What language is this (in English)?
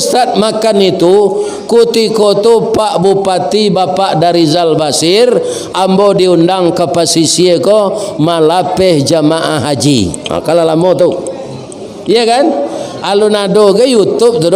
Minangkabau